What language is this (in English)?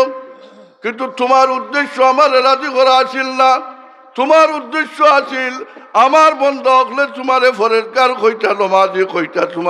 Sylheti